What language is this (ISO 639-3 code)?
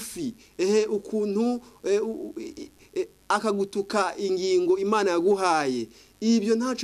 run